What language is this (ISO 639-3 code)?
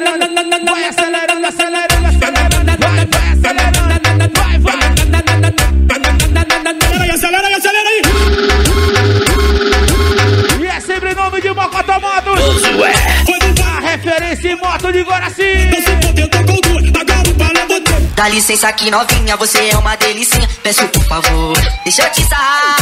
por